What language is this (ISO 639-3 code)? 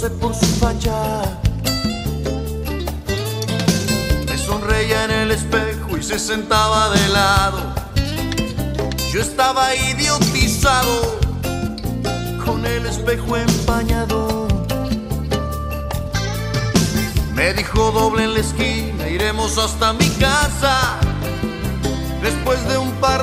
spa